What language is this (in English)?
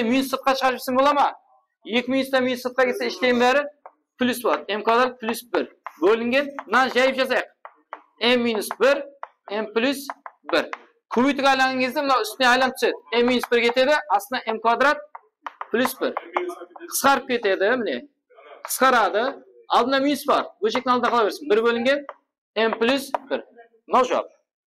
Kara-Kalpak